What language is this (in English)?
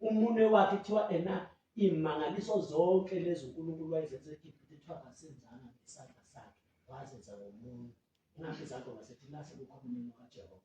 Zulu